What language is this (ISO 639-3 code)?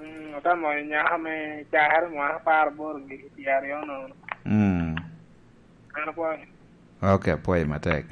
laj